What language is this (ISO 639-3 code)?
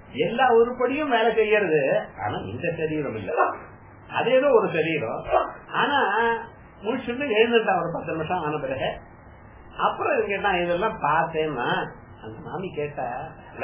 tam